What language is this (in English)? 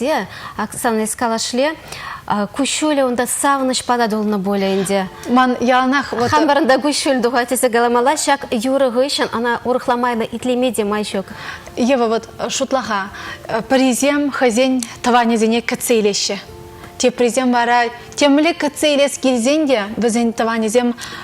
Chuvash